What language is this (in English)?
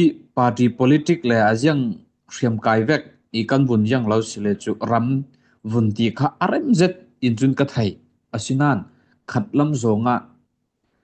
Falam Chin